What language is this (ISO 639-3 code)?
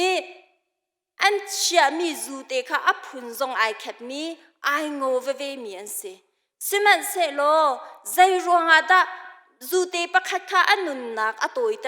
cnh